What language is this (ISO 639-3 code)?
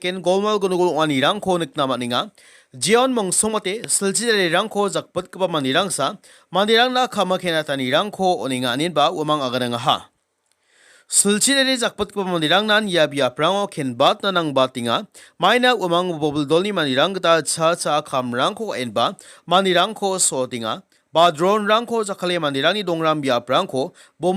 grt